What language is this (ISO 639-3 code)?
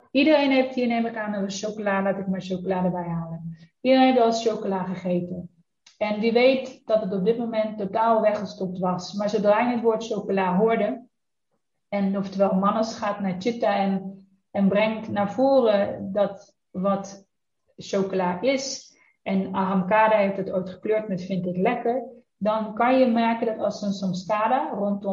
nld